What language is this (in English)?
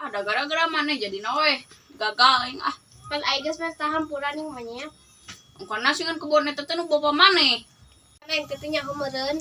Sundanese